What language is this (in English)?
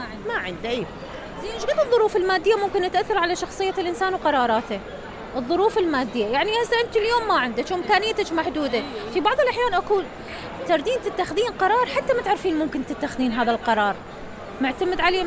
Mesopotamian Arabic